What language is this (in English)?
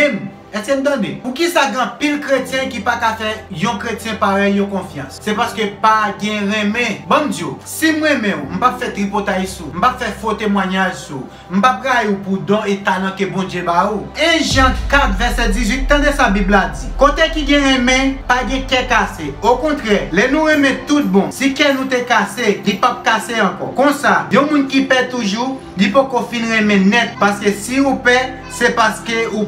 Haitian Creole